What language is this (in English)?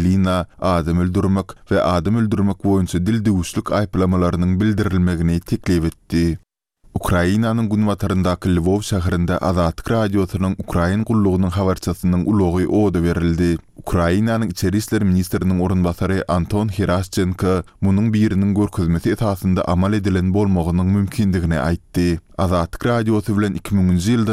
Turkmen